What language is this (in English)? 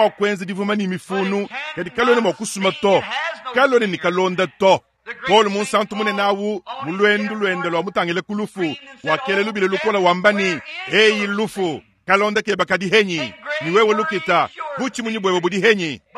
Luba-Lulua